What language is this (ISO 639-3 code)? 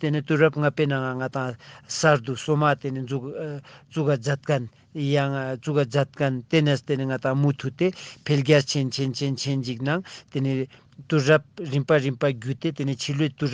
lbj